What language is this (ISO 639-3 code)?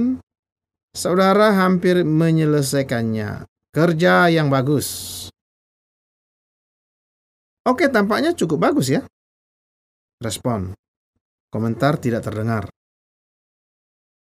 ind